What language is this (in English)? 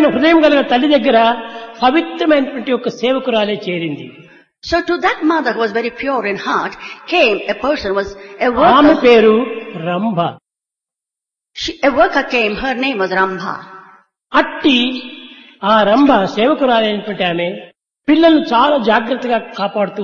Telugu